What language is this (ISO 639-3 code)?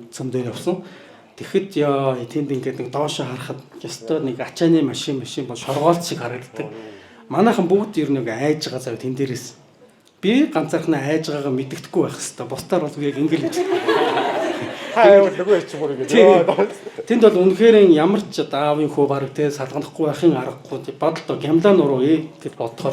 mon